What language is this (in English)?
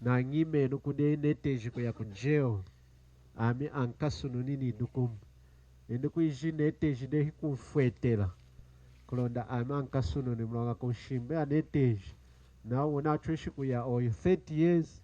Lunda